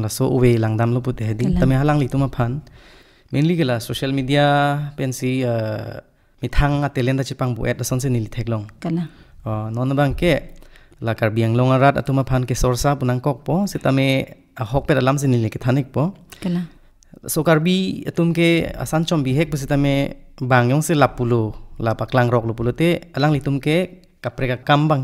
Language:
Karbi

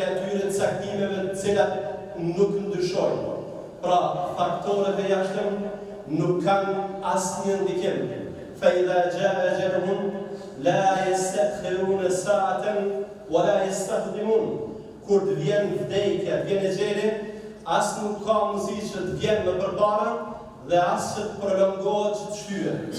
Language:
Albanian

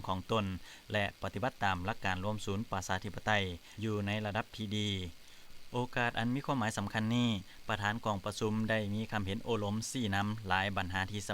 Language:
Lao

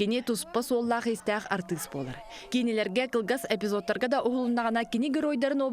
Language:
Yakut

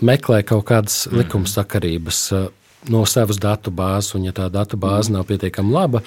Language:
Latvian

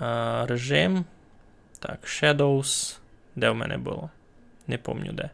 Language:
Rusyn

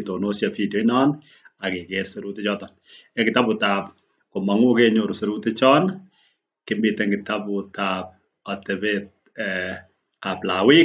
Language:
Kalenjin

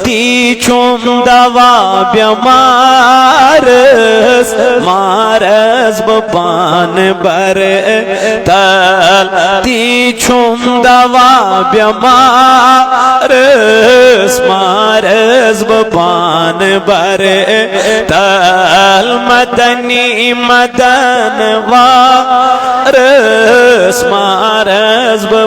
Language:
Kashmiri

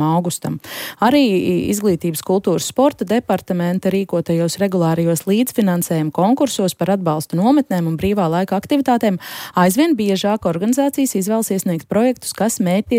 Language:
Latvian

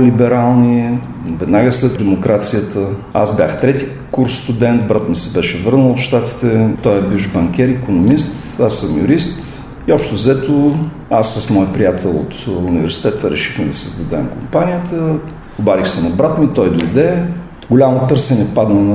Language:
Bulgarian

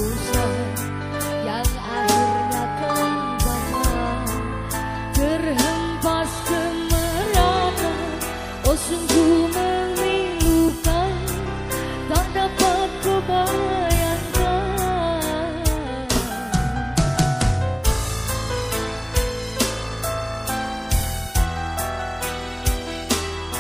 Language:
Indonesian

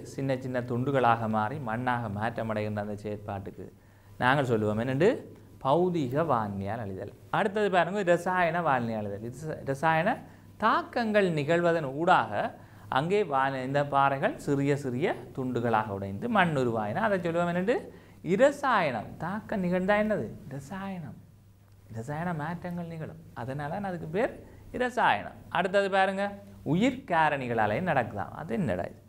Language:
Tamil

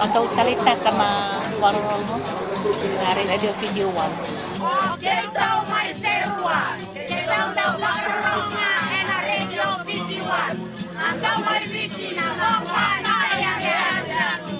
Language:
Fijian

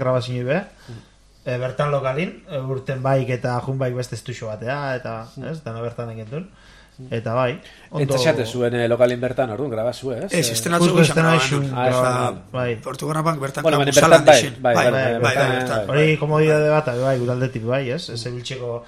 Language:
Basque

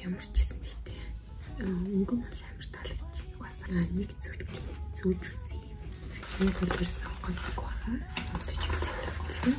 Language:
Mongolian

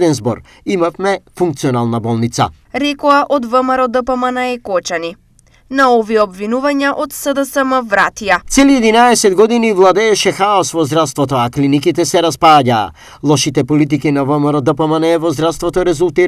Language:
Macedonian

